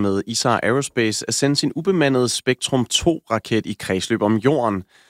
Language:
Danish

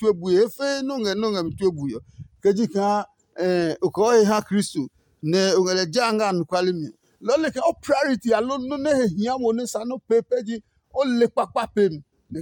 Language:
Adangme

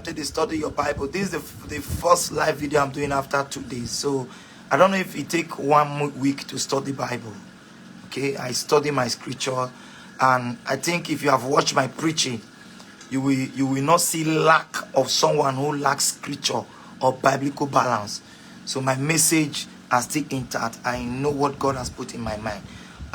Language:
Nigerian Pidgin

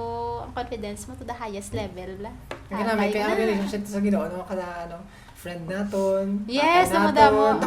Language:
Hiligaynon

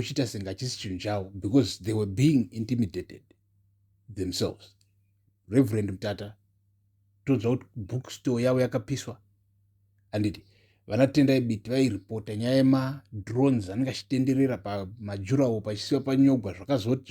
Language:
Shona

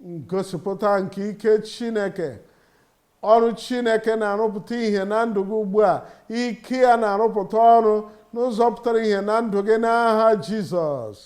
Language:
Igbo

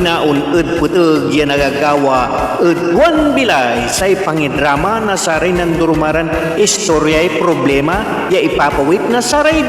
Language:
Pangasinan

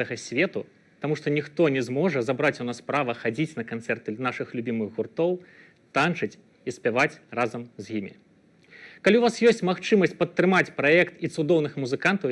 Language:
Belarusian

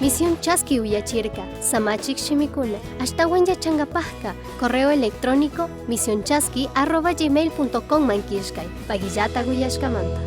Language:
Chimborazo Highland Quichua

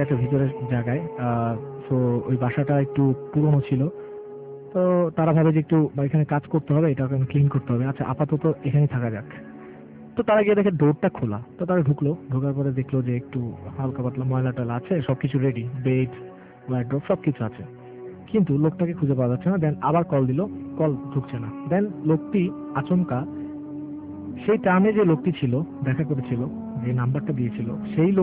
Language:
Bangla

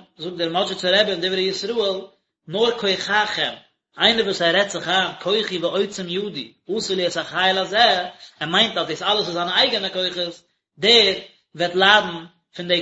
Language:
Yiddish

